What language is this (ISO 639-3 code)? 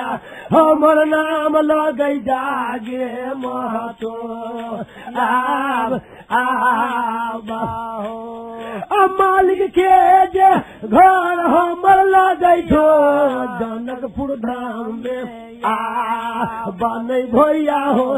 mai